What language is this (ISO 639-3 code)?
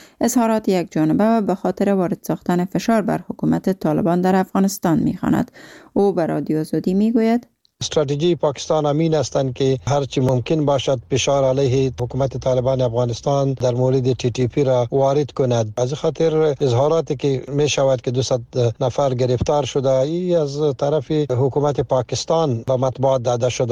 fas